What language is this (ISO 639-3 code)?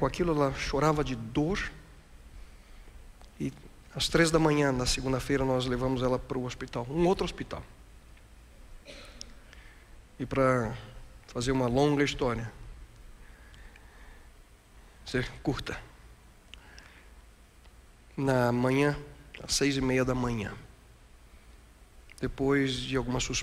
por